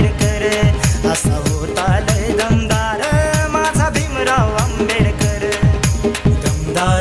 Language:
Marathi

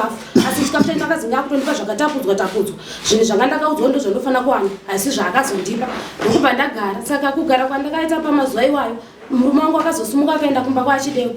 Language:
Shona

